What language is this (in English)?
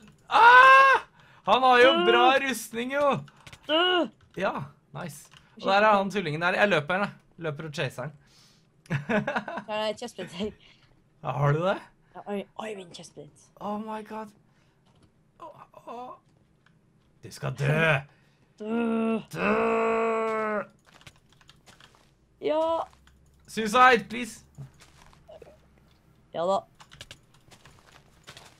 Norwegian